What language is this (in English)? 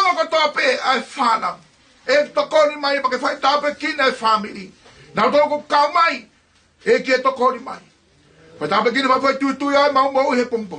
Tongan